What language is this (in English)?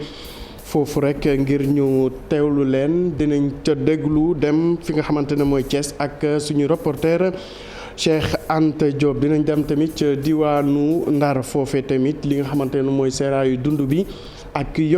Wolof